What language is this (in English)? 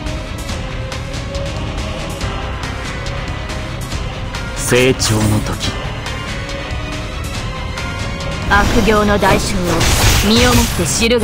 Japanese